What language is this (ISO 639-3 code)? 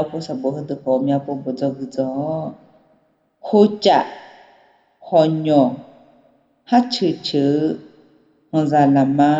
ahk